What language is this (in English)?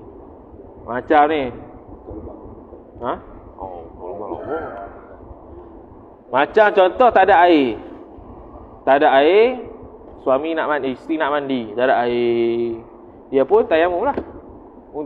Malay